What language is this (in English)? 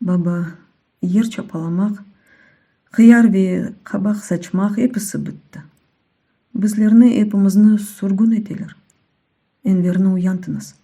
Crimean Tatar